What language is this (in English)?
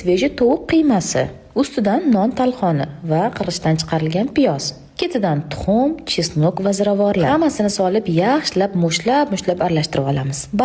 Uzbek